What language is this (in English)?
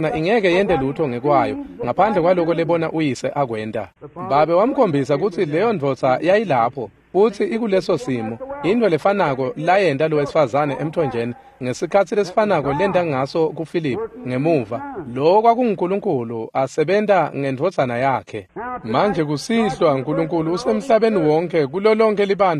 Swati